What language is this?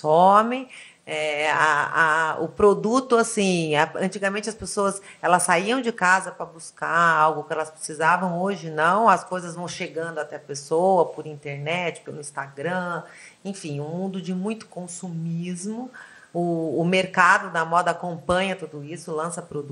Portuguese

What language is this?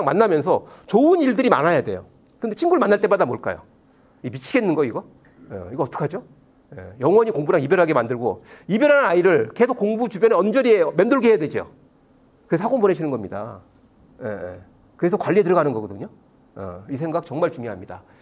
Korean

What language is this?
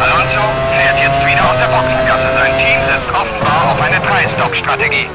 Bavarian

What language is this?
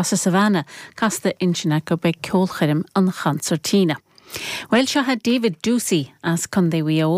Irish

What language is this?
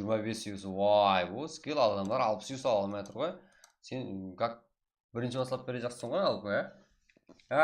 Kara-Kalpak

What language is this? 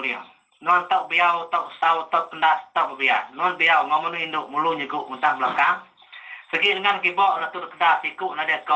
Iban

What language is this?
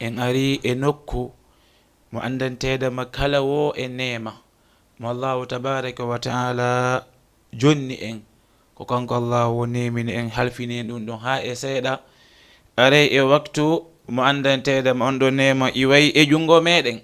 Fula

